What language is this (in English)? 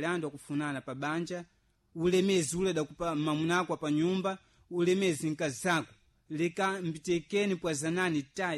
Sena